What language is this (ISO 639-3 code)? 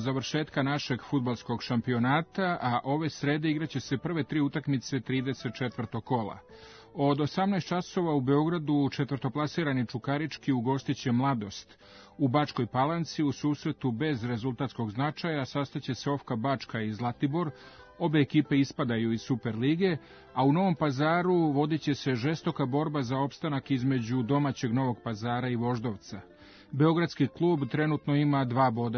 srp